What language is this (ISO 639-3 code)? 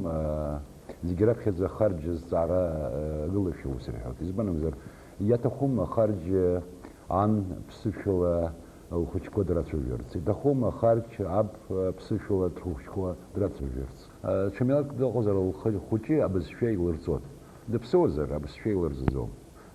abk